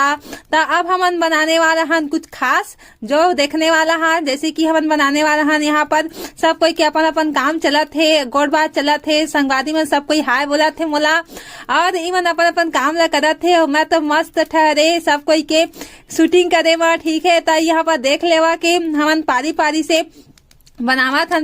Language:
Chhattisgarhi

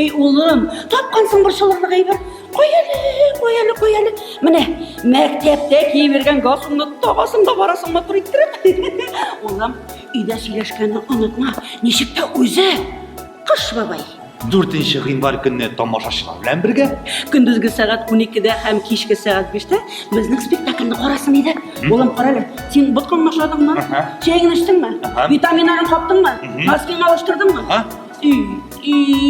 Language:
Tatar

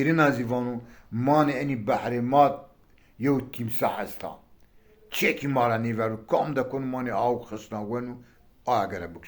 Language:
Zaza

